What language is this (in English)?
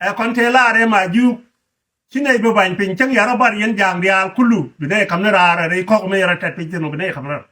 Nuer